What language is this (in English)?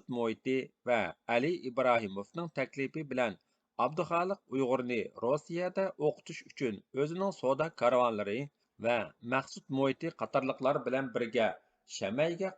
Uyghur